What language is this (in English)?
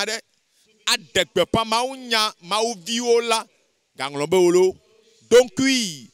Ewe